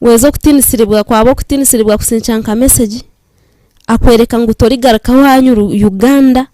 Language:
Nyankole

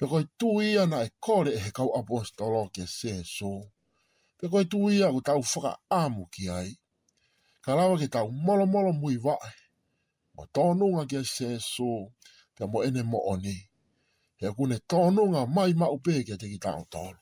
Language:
Tongan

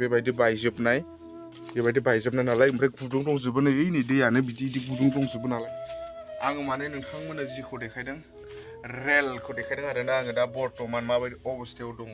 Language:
Bodo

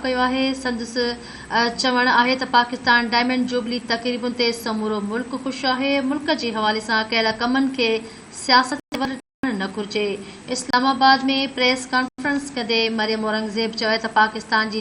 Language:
Sindhi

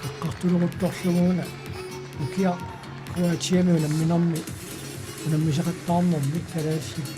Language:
Kalaallisut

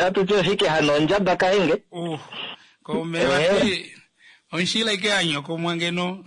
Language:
Kuanyama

